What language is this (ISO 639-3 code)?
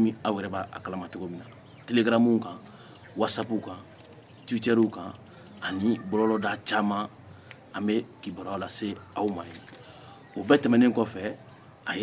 bam